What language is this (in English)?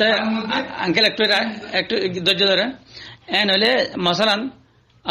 Rohingya